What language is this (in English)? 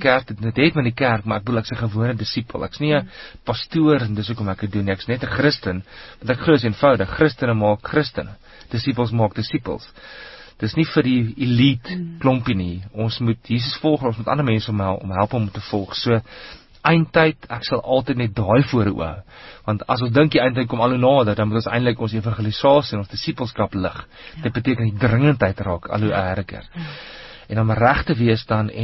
Afrikaans